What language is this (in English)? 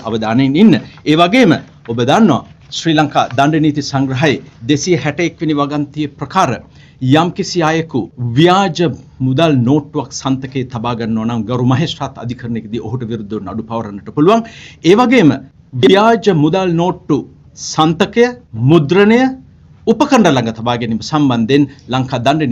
Sinhala